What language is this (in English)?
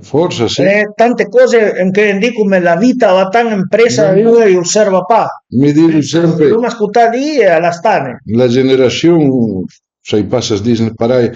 Piedmontese